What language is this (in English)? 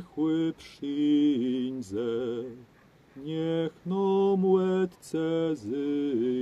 Kashubian